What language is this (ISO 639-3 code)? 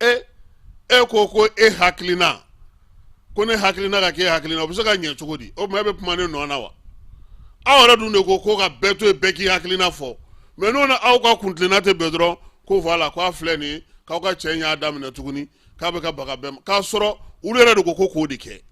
bam